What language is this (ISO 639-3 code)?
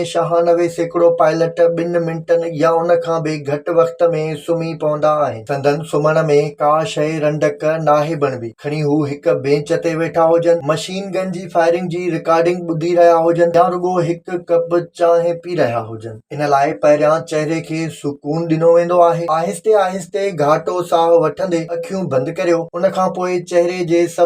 snd